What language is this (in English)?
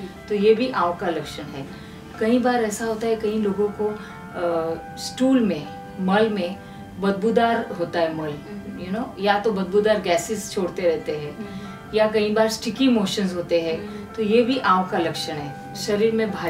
Hindi